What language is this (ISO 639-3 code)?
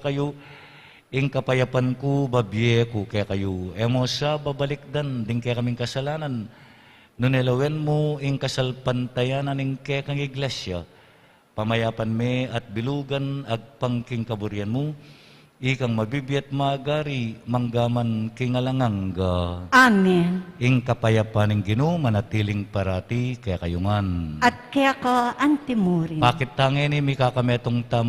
pam